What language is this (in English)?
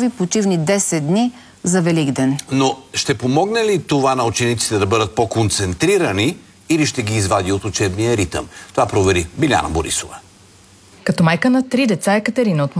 Bulgarian